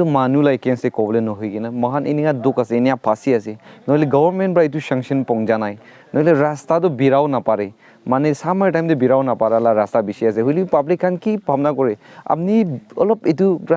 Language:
Naga Pidgin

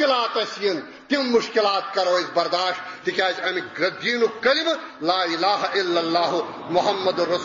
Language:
Kashmiri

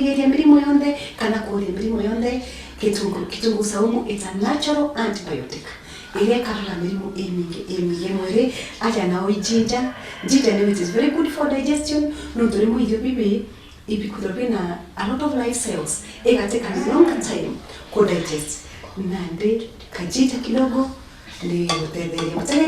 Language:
Meru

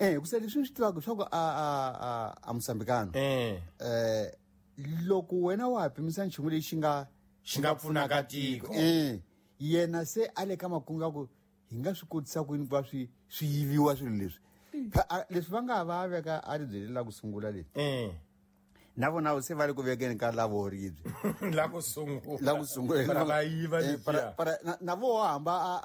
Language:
Tsonga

